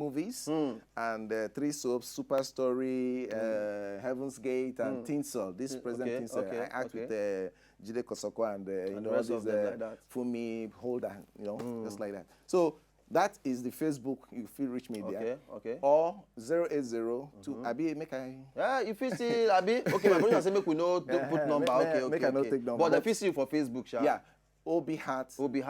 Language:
Nigerian Pidgin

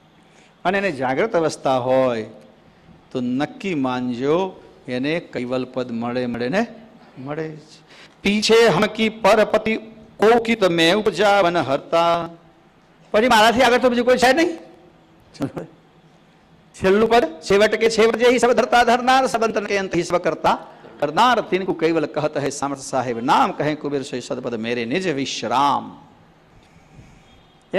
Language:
Gujarati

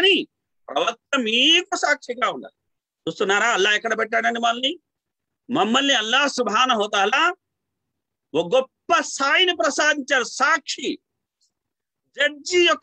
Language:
Telugu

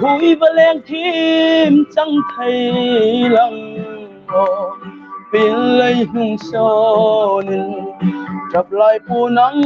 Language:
Hmar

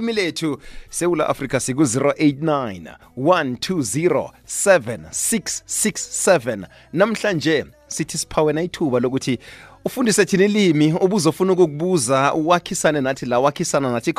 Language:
South Ndebele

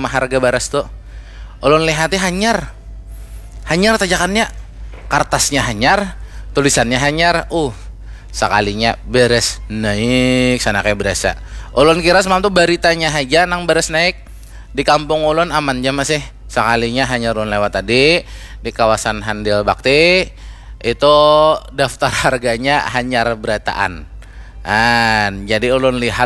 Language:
Banjar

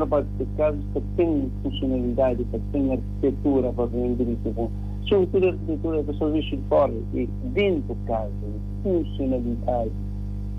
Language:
Kabuverdianu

